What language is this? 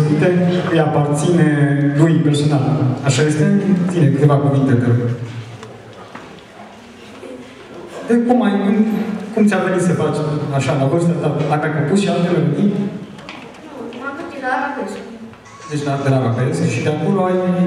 Romanian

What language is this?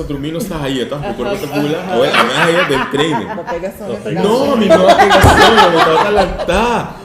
Papiamento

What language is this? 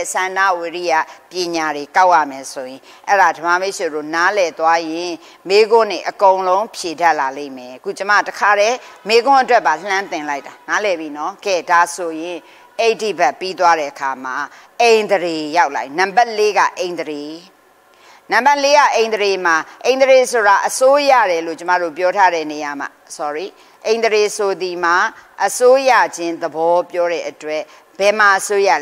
Burmese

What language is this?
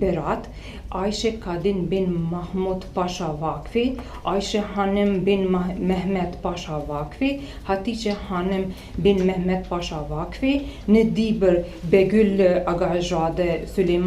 Albanian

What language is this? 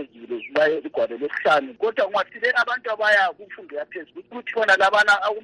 North Ndebele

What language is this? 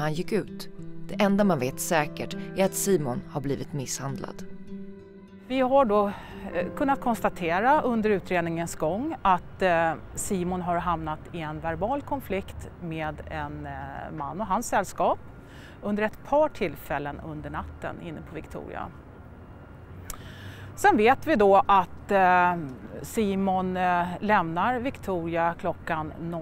Swedish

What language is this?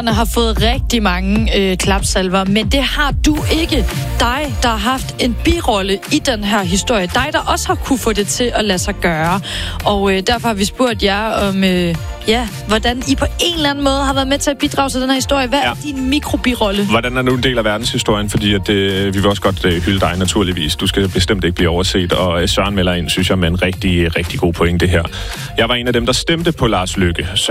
Danish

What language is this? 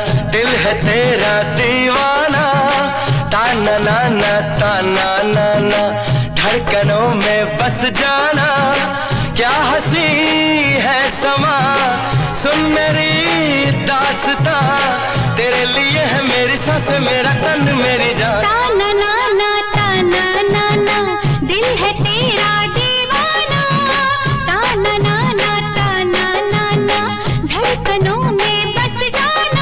Hindi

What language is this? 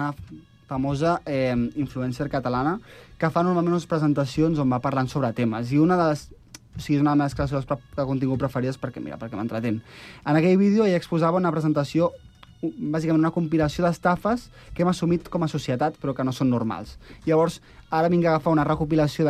Catalan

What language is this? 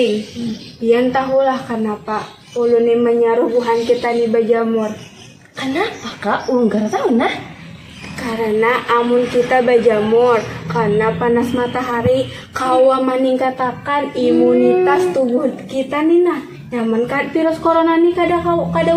Banjar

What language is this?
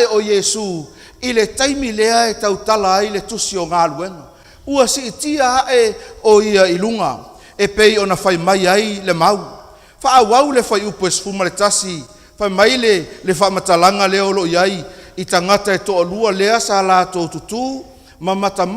Samoan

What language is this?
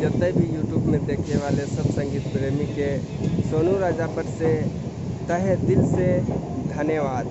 Sadri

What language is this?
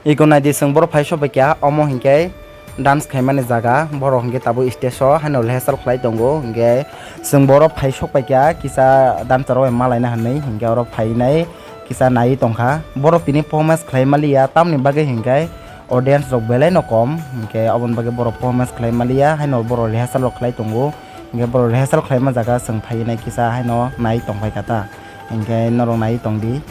Kok Borok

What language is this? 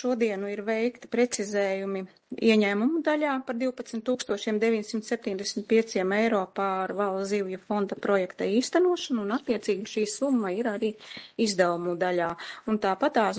Latvian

